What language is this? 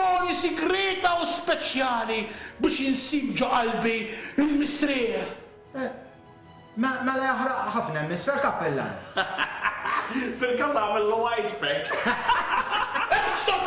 Maltese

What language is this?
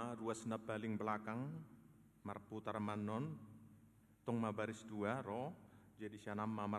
Batak Toba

